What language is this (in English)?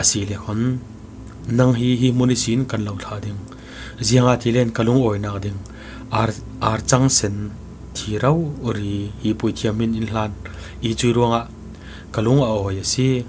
Falam Chin